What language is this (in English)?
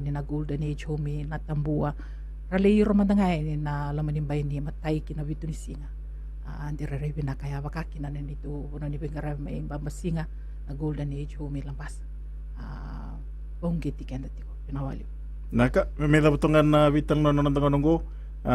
Fijian